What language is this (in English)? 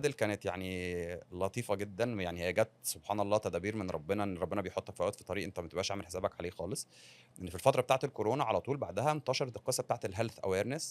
Egyptian Arabic